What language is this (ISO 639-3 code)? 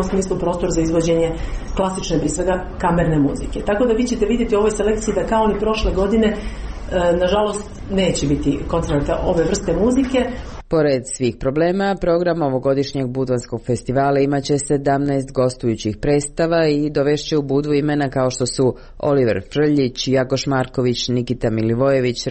srp